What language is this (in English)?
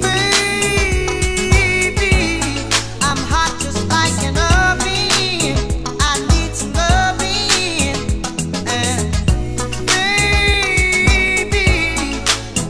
English